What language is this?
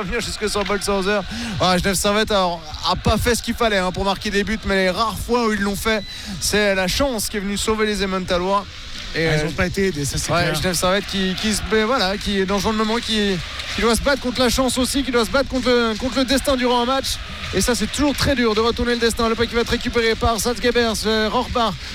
French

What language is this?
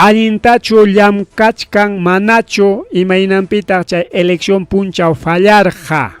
Ayacucho Quechua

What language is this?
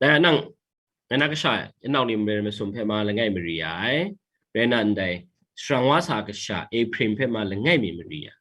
Kachin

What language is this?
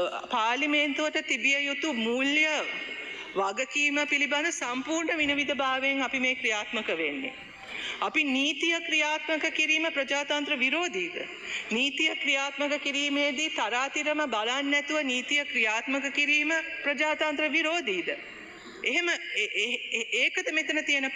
Sinhala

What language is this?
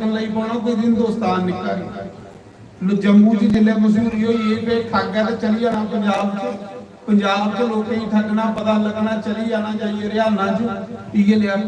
Dogri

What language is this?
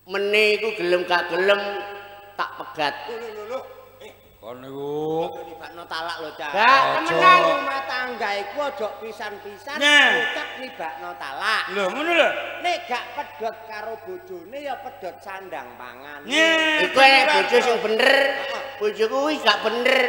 Javanese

